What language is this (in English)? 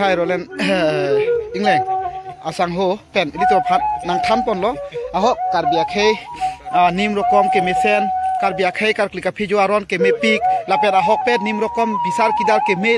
Karbi